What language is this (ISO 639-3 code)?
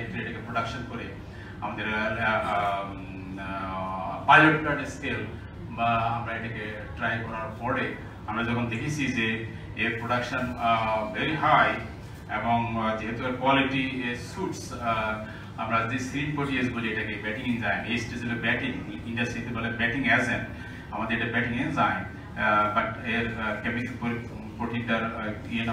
ben